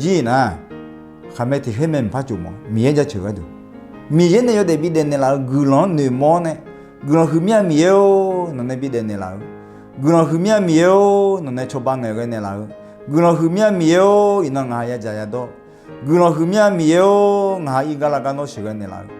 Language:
Akha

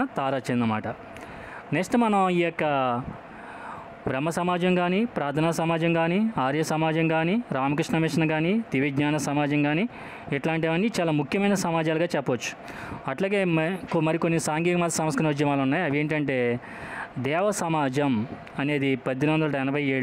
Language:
Telugu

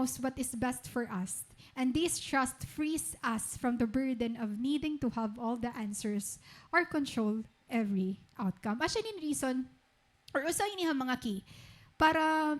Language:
Waray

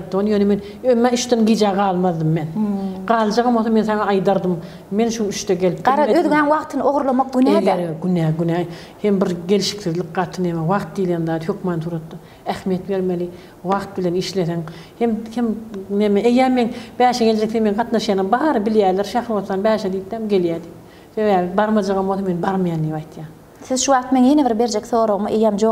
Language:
Turkmen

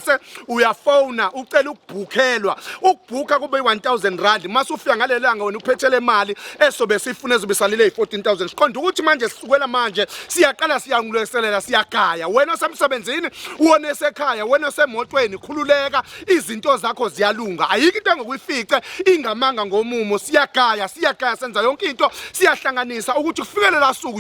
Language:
Zulu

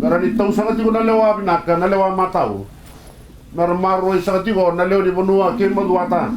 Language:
Fijian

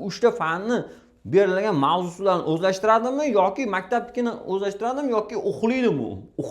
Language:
Uzbek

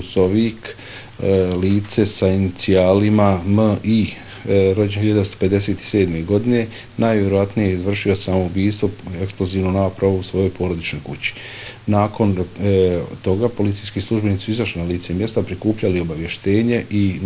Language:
Bosnian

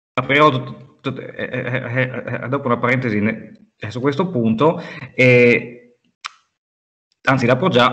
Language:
Italian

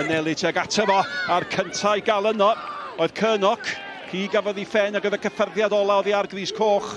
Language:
Welsh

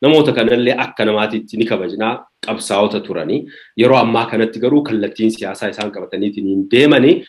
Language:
Oromo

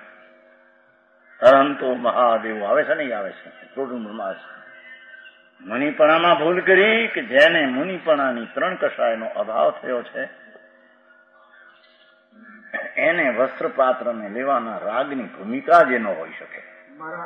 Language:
Gujarati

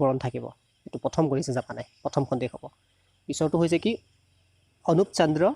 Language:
Assamese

